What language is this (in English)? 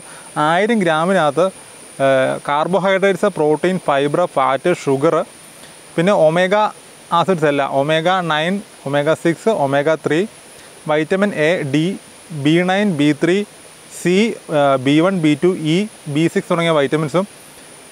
Malayalam